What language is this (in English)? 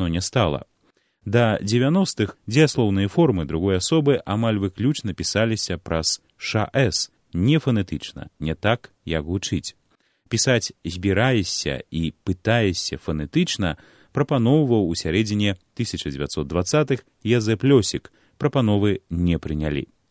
Belarusian